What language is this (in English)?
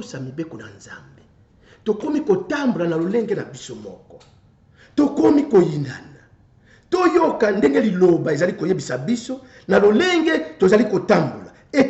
Lingala